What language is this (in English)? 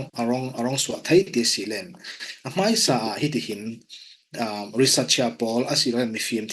Falam Chin